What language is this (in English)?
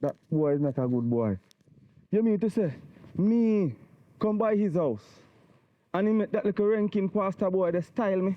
Jamaican Creole English